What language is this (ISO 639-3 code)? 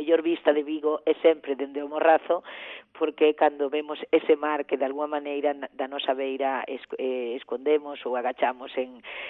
glg